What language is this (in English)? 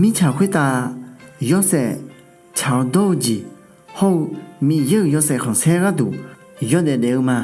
Akha